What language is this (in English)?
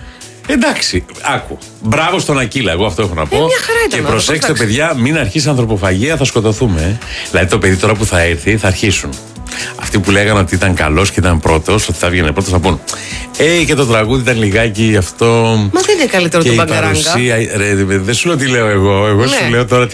Greek